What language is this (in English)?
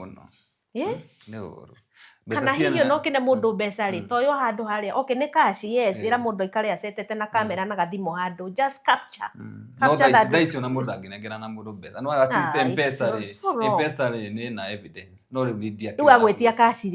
Kikuyu